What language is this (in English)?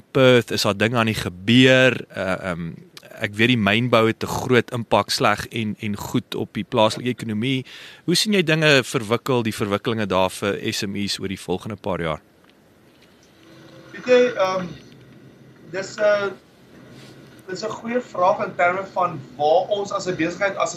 Afrikaans